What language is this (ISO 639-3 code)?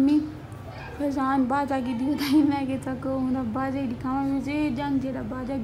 skr